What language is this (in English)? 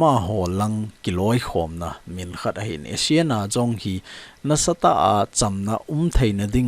Thado Chin